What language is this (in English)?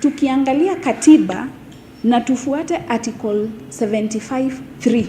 Meru